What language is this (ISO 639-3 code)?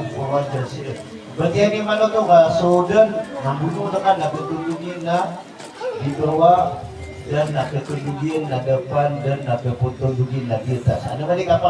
mrw